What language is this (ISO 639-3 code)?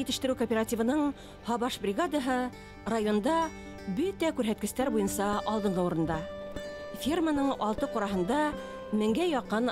bak